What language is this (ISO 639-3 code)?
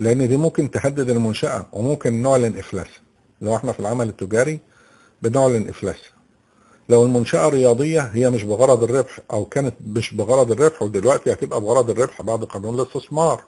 arz